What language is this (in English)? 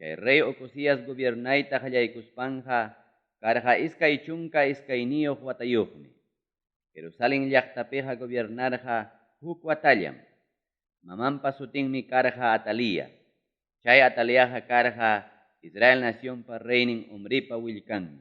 Ayacucho Quechua